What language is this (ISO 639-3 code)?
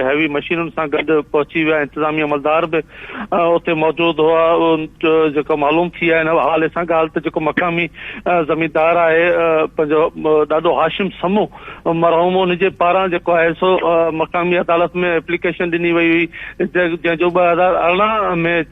snd